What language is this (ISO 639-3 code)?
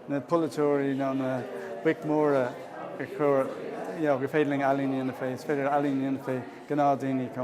gle